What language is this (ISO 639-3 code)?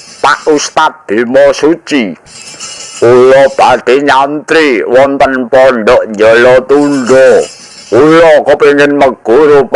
jav